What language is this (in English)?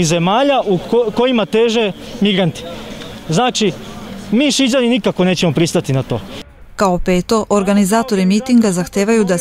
Serbian